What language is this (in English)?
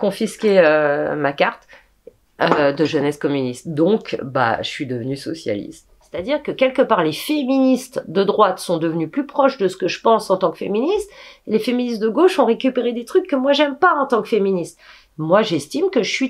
French